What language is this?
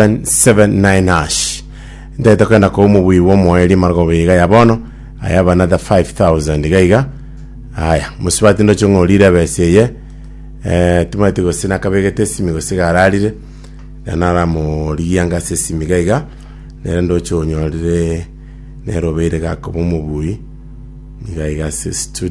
Gusii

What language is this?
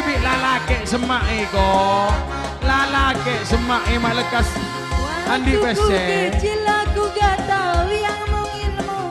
Madurese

